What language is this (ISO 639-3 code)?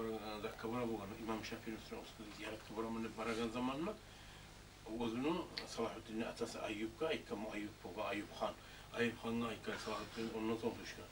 kum